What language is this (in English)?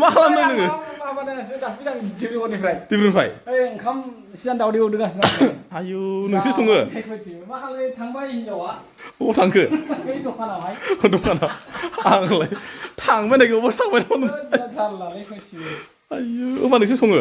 Bodo